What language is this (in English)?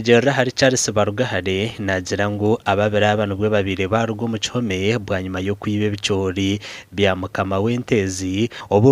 Nyankole